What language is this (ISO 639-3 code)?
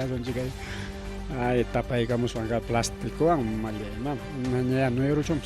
quy